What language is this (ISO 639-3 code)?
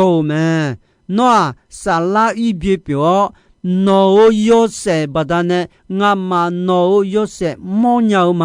ahk